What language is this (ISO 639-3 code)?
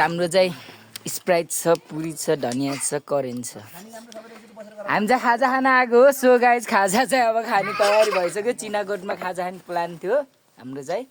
nep